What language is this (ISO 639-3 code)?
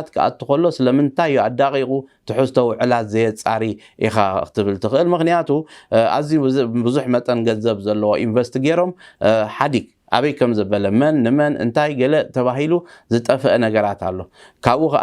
tir